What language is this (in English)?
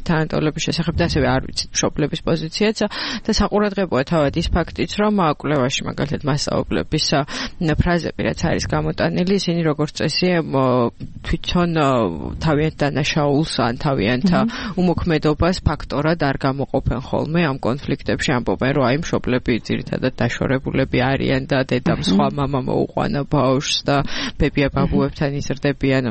Georgian